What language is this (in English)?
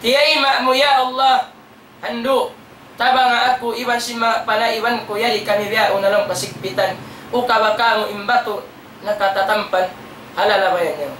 Tausug